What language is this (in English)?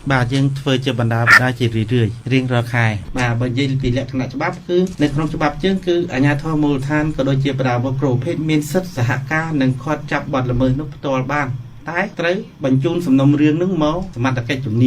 Khmer